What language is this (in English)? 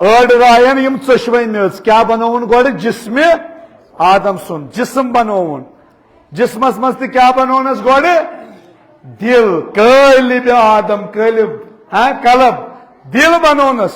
Kashmiri